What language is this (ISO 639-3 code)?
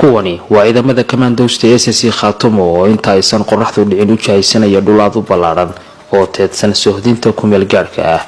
som